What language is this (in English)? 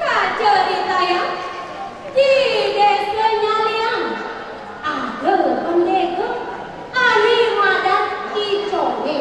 Balinese